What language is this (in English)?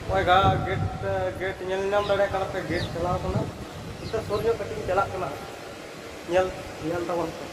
Santali